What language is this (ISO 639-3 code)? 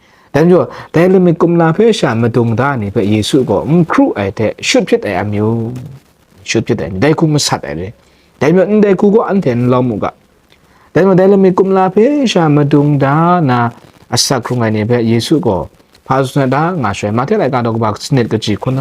kac